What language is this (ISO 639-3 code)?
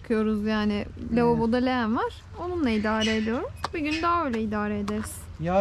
tur